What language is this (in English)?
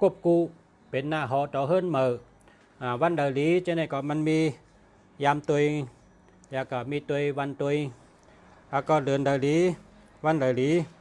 Shan